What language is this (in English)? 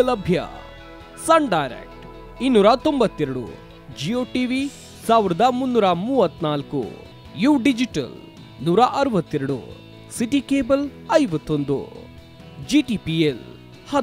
Kannada